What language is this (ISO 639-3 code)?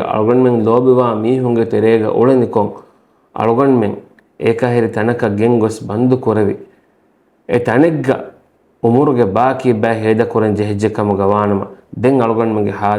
div